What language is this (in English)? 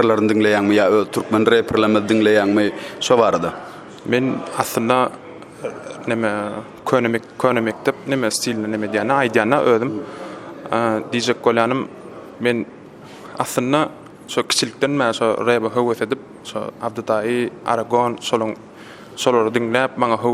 Turkmen